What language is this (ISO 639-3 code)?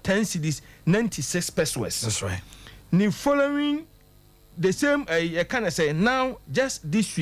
aka